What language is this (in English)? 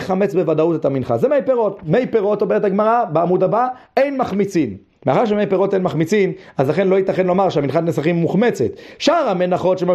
Hebrew